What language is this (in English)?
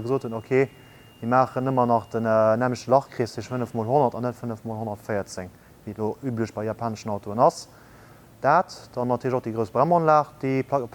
Luxembourgish